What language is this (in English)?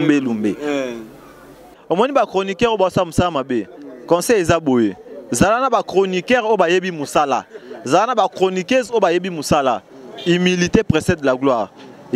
Lingala